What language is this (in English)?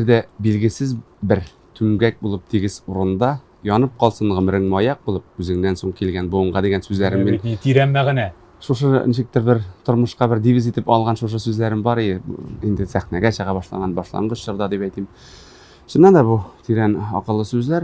Tatar